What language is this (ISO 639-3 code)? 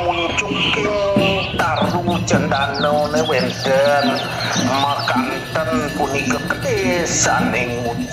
ban